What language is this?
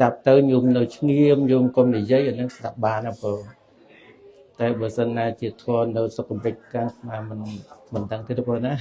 Khmer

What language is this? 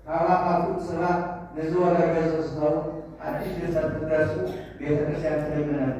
Tigrinya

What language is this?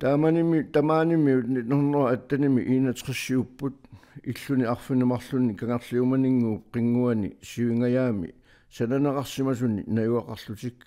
Kalaallisut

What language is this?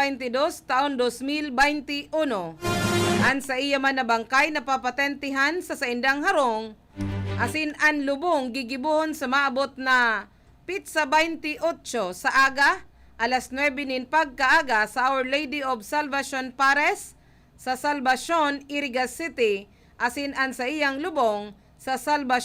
Bikol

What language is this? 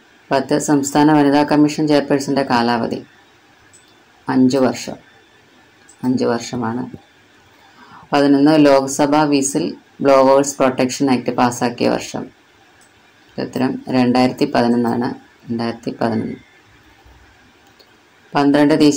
Malayalam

